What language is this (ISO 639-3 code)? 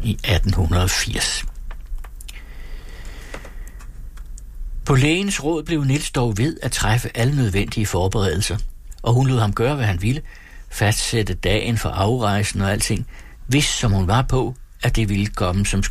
dan